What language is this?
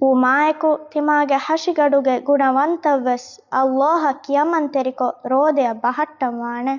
Divehi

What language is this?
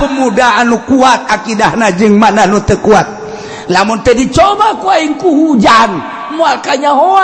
Sundanese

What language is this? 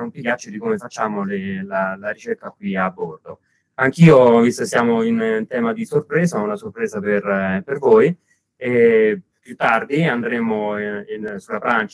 Italian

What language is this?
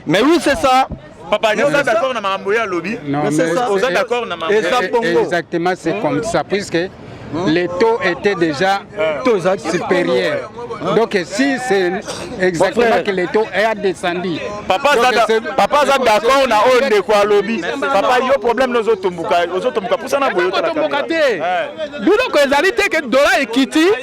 Lingala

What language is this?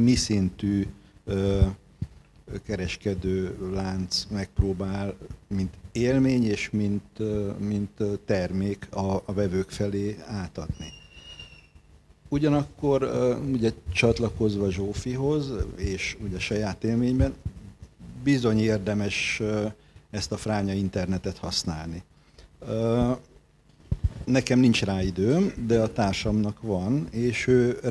Hungarian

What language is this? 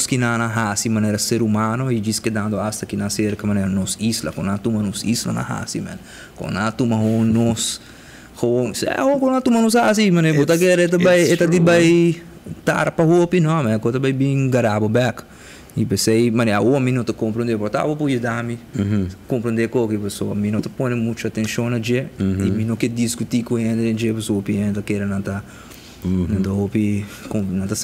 Papiamento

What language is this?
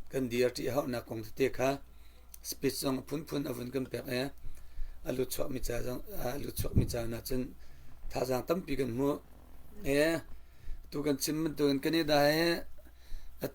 Hakha Chin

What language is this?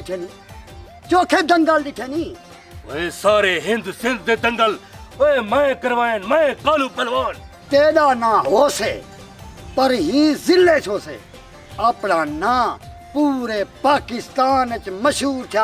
Saraiki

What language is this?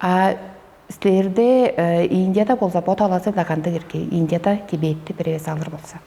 Tuvinian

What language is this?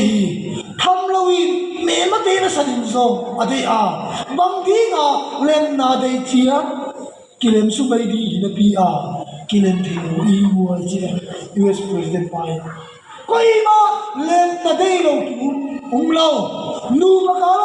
Tedim Chin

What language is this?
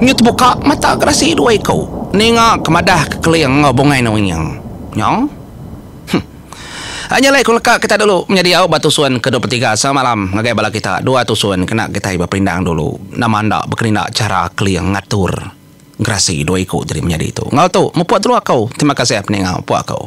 Iban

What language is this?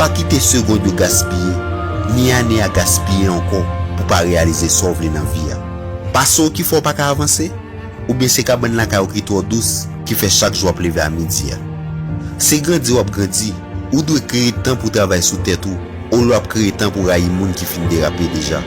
Haitian Creole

